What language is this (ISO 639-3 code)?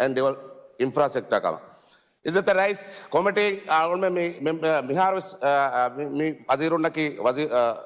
div